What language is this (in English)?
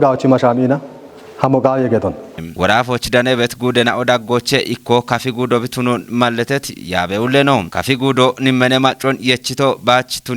Kafa